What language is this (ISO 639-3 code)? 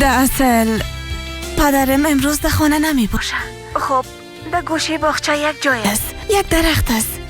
fas